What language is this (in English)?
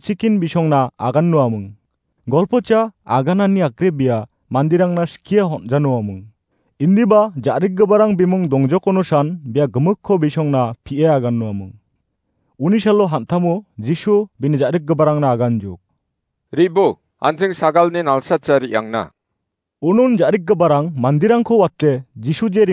Garo